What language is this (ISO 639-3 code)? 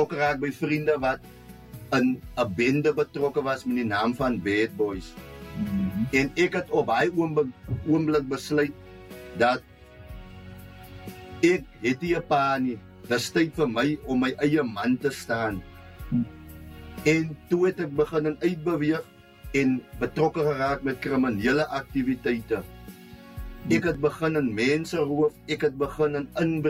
afr